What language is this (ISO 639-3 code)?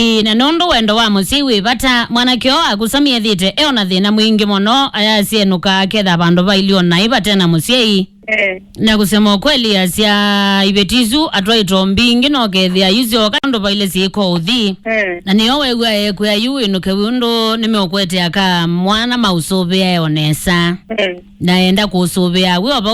kam